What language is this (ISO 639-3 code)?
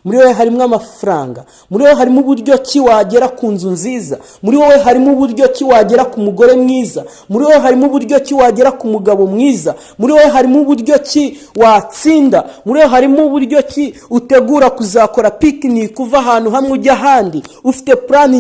kin